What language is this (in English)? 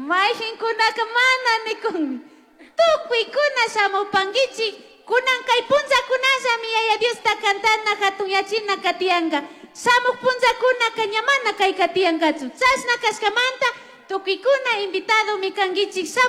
Chimborazo Highland Quichua